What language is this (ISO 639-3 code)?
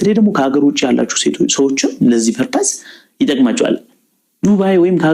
amh